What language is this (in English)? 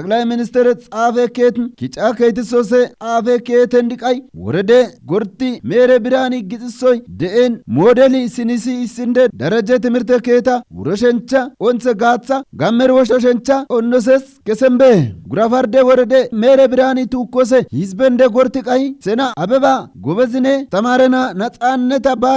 Kafa